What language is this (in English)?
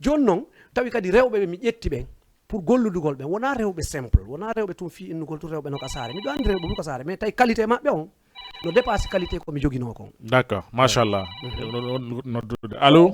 Fula